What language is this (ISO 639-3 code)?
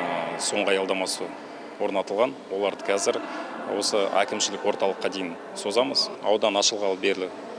kaz